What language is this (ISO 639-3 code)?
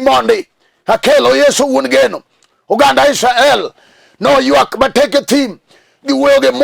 luo